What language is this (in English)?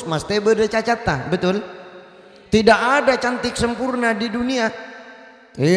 Madurese